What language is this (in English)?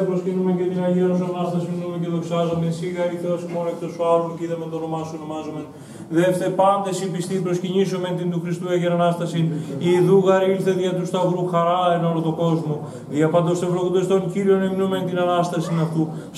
Greek